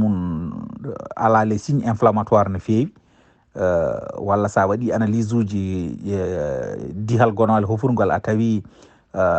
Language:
Fula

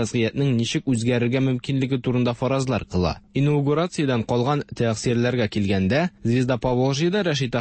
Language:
Tatar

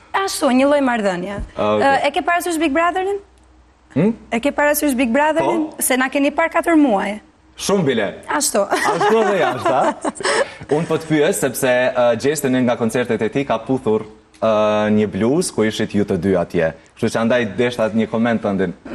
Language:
Albanian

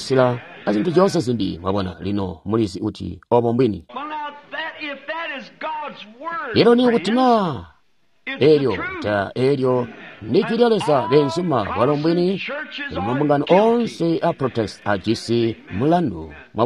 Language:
Tonga (Zambia)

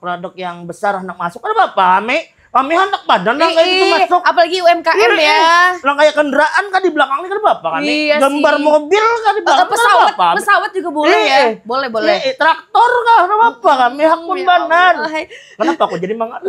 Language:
Banjar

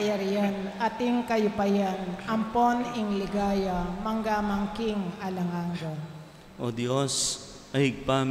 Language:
Pampanga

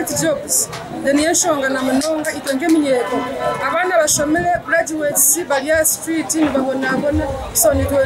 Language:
Nyankole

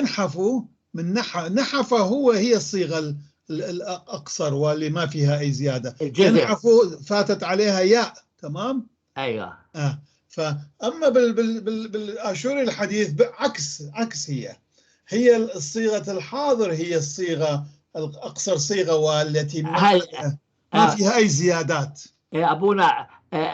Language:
North Levantine Arabic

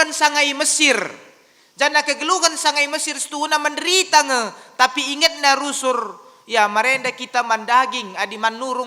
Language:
Batak Karo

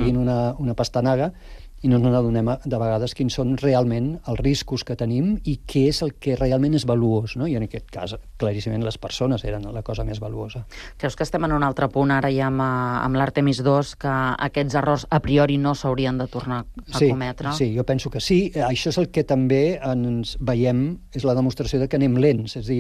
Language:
Catalan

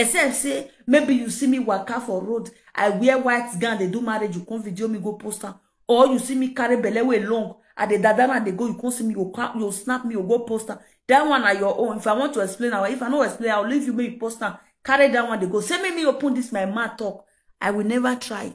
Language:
Nigerian Pidgin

